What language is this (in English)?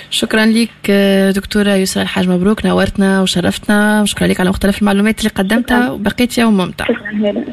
Tunisian Arabic